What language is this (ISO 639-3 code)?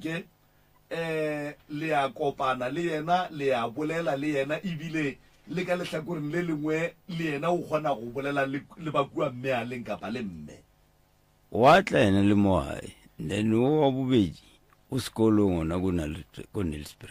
nso